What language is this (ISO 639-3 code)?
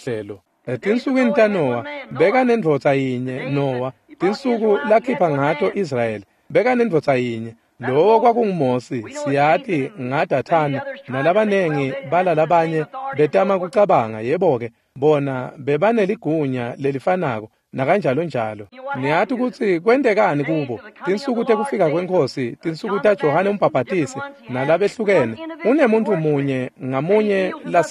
ssw